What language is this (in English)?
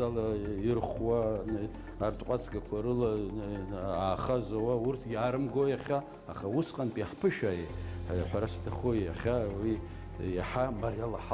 Abkhazian